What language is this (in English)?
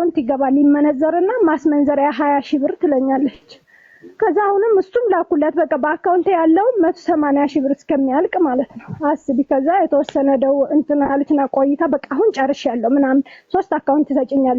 Amharic